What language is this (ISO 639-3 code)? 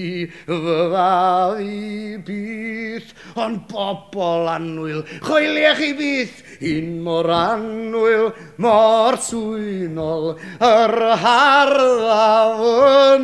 cym